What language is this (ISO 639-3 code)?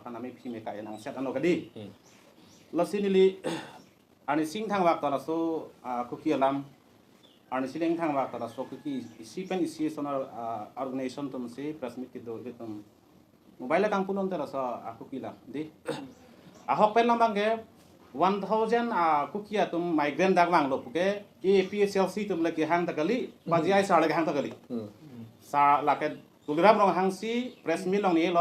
mjw